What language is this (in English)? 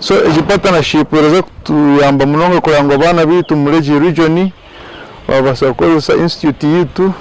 Nyankole